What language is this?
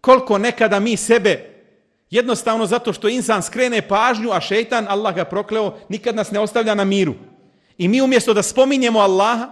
Bosnian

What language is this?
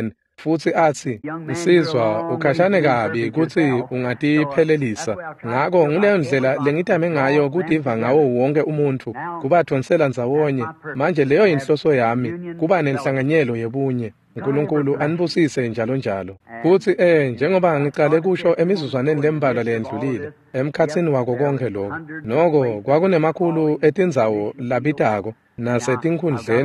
Swati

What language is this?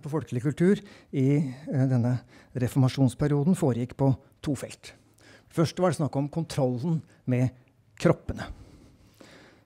Norwegian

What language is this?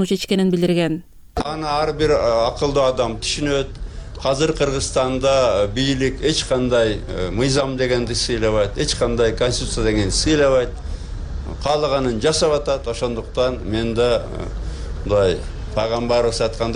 Kyrgyz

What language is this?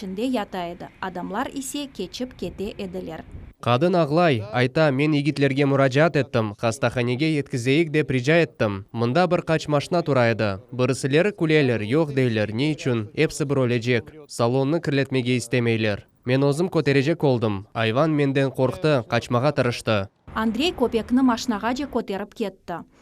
Crimean Tatar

